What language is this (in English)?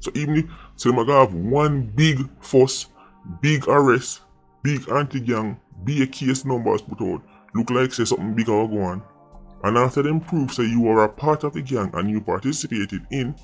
Jamaican Creole English